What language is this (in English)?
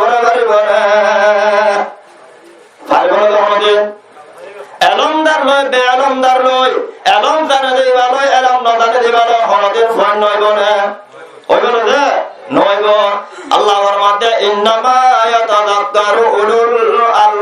Rohingya